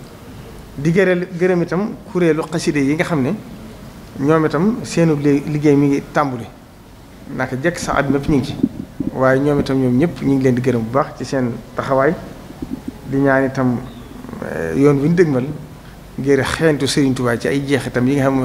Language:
Wolof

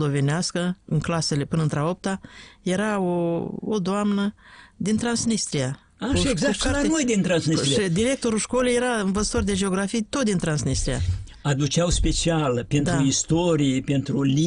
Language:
Romanian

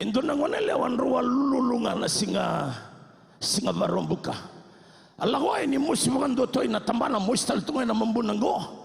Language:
Fijian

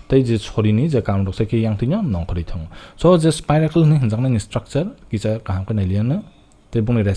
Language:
Kok Borok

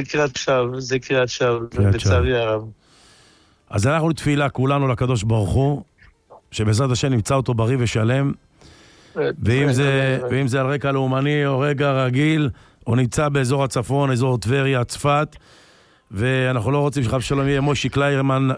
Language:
Hebrew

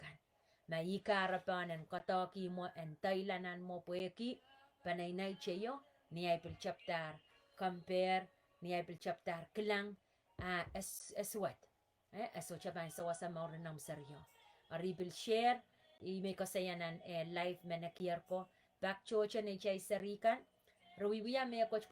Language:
Pohnpeian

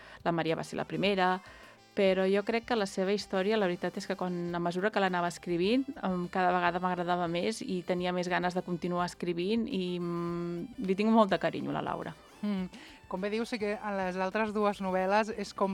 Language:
Catalan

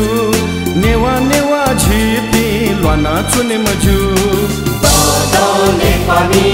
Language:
Newari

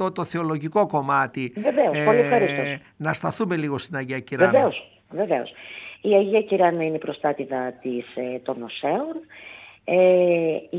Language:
Greek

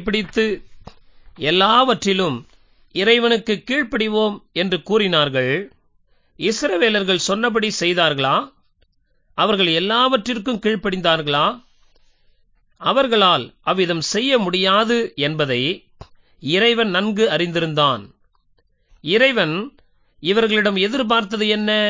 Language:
Tamil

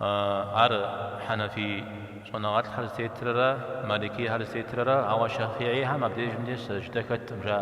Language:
Kabardian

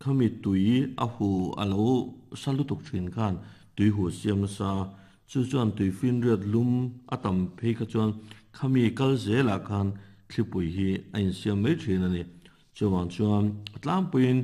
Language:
Mizo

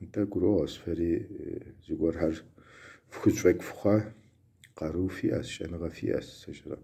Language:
Kabardian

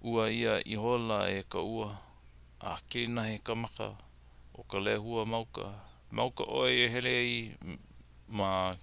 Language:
Hawaiian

